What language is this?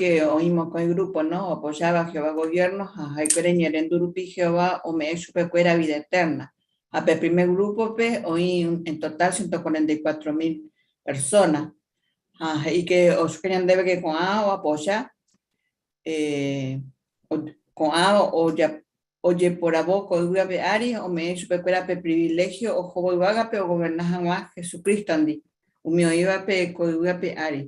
Guarani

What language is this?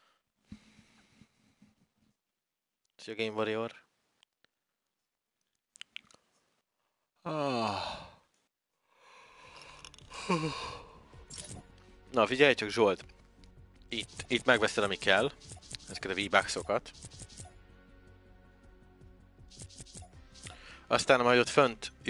Hungarian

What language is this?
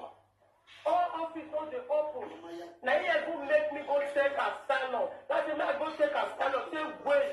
Nigerian Pidgin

